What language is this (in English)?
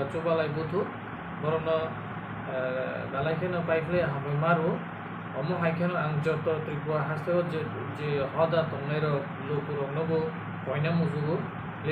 Kok Borok